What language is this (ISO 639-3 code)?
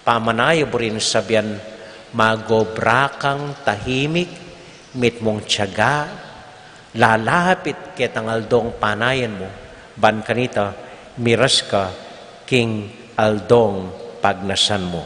pam